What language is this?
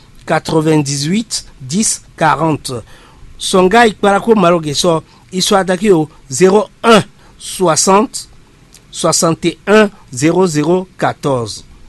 Fon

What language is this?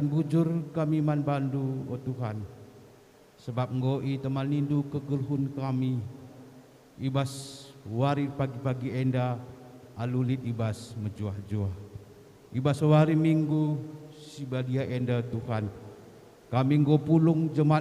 Batak Karo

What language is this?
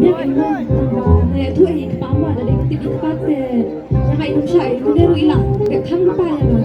Khasi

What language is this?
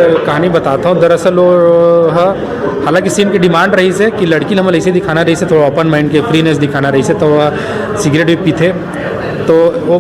Chhattisgarhi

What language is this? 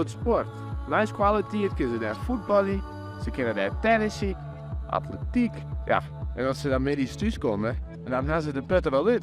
Western Frisian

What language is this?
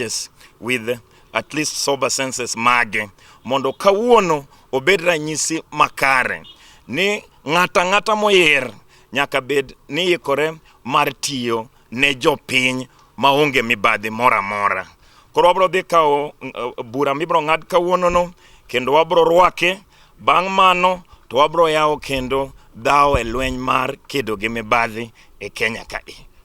Luo (Kenya and Tanzania)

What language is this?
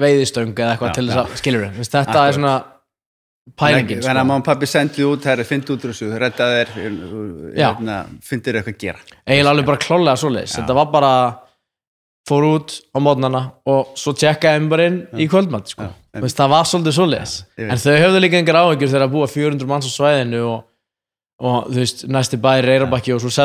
Icelandic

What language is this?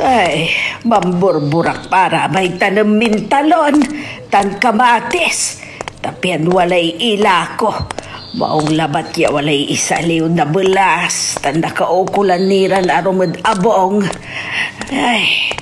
Pangasinan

